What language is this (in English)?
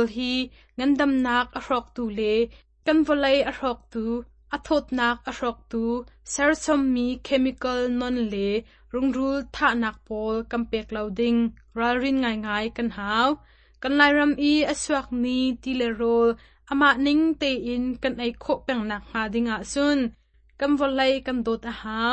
Hakha Chin